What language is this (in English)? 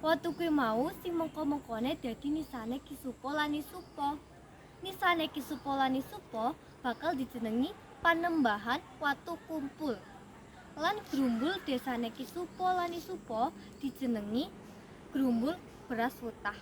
Javanese